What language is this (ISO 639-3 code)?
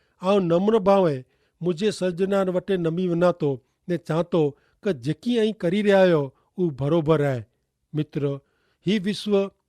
kfr